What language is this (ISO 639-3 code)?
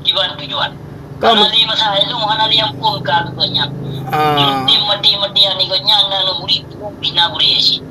ace